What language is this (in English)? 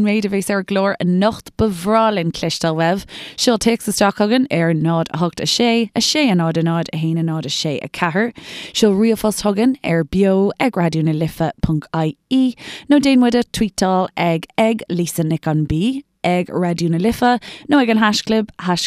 Irish